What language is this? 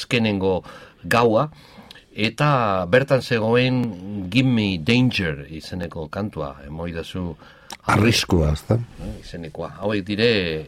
Basque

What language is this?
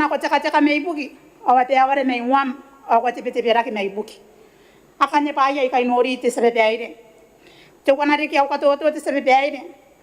Gilbertese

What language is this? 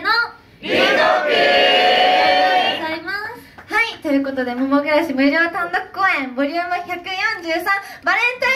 Japanese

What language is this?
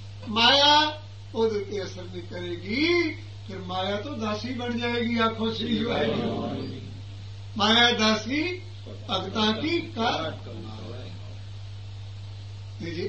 Punjabi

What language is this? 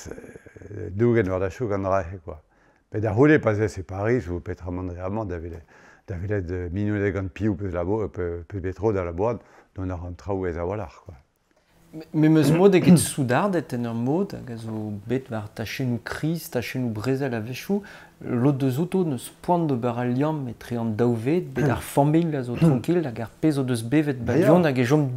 Breton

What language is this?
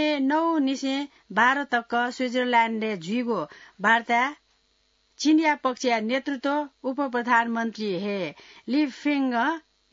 Newari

